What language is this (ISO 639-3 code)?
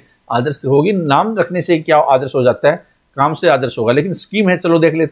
hin